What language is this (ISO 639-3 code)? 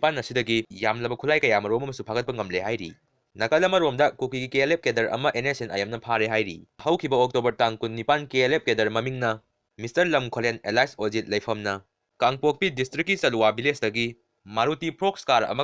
mni